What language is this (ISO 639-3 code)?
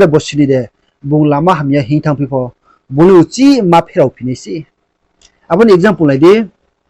ria